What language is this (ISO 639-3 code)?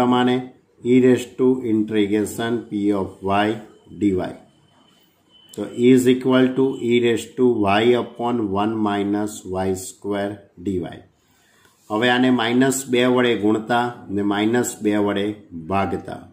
guj